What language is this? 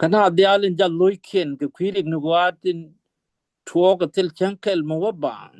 Nuer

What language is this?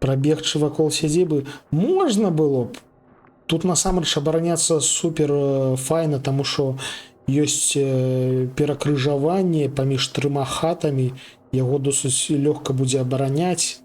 Belarusian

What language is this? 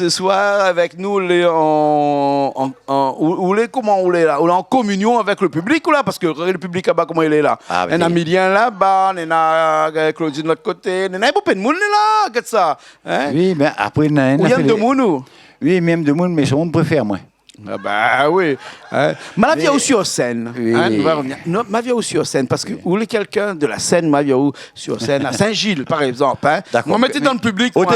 Réunion Creole French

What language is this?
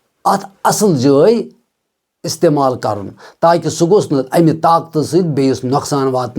Kashmiri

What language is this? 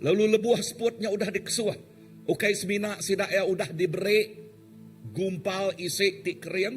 Iban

